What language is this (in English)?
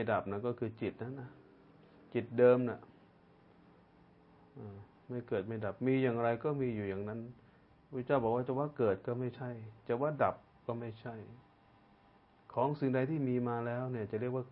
Thai